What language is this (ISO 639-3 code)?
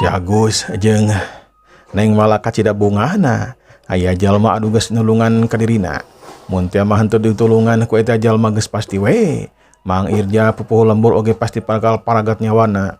sun